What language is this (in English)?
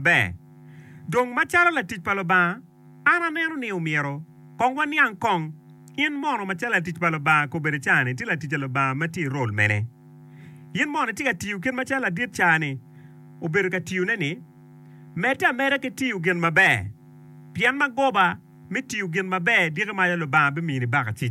Acoli